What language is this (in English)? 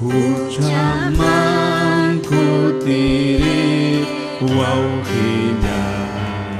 Ayacucho Quechua